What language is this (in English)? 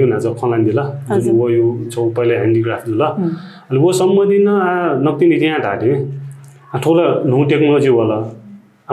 Newari